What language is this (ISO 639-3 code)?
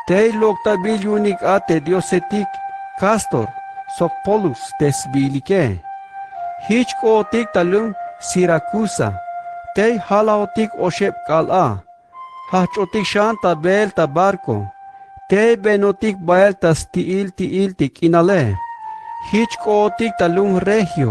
tzh